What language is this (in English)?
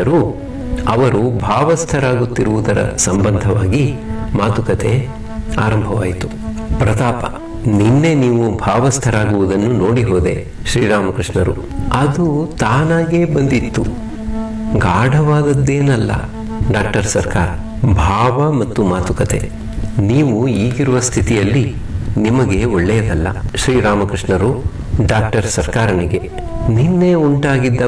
Kannada